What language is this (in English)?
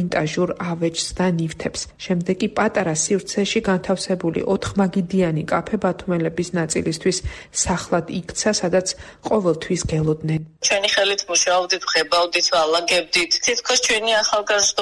Georgian